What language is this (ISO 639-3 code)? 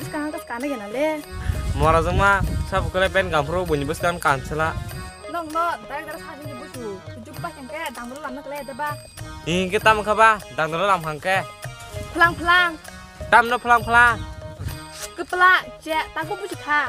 trp